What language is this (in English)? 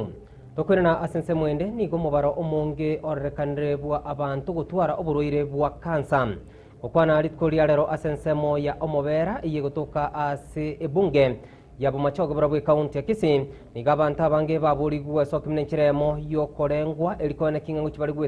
Gusii